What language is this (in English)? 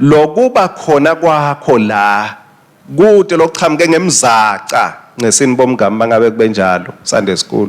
Swati